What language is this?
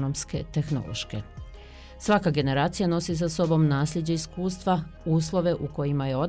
Bosnian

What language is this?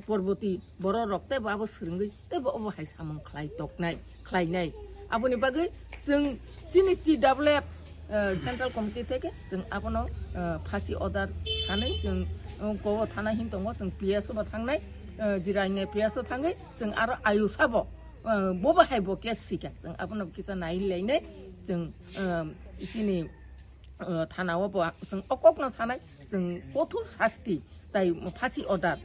Kok Borok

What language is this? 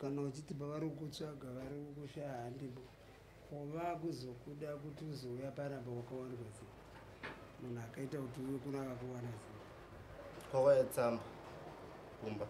Shona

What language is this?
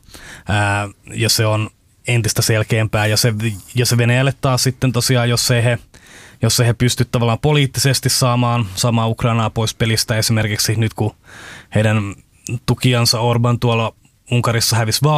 Finnish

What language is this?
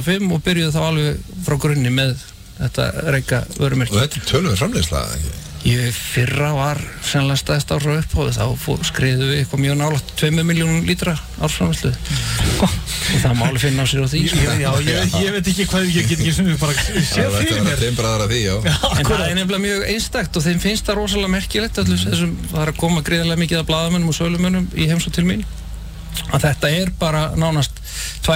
Icelandic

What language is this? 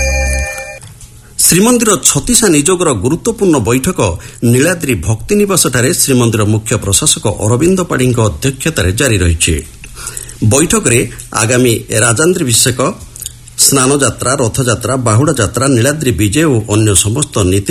Odia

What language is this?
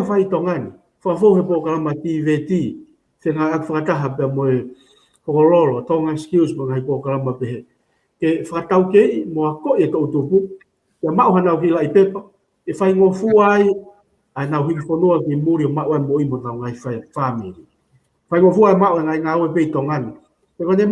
Tongan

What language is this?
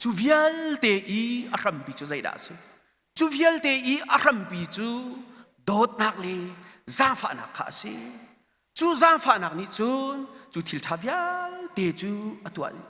Hakha Chin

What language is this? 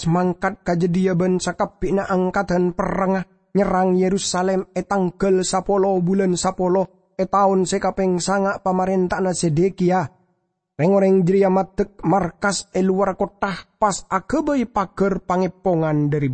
Madurese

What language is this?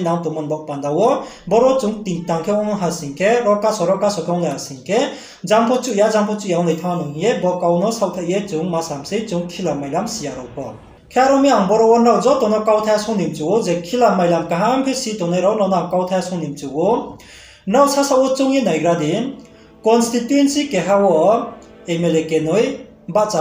Riang (India)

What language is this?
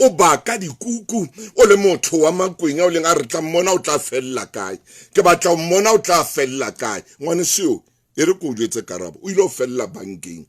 Southern Sotho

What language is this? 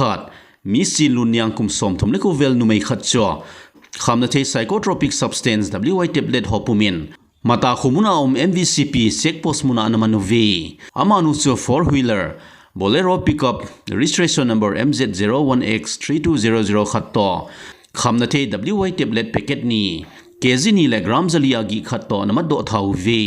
Thado Chin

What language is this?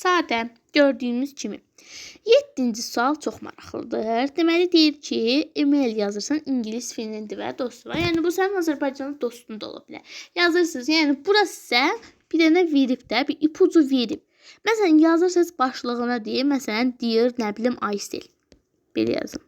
Azerbaijani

